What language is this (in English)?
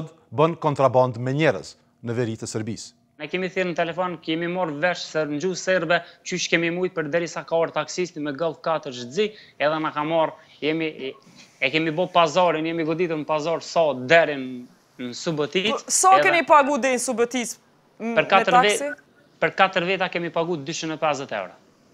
Albanian